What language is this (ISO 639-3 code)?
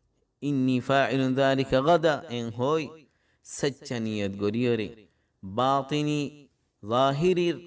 rhg